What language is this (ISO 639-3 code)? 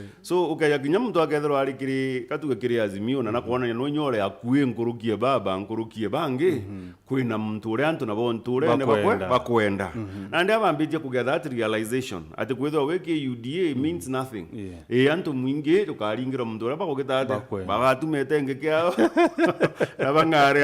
mer